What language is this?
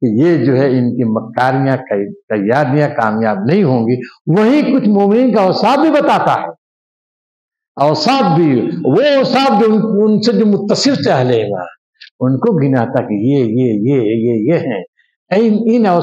Urdu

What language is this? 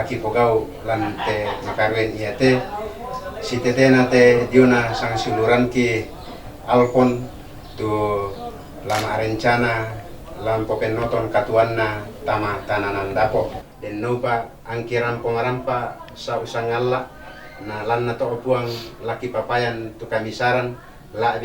Toraja-Sa'dan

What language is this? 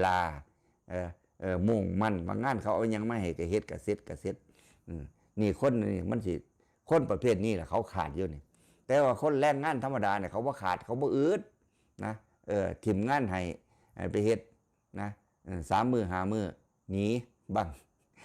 Northeastern Thai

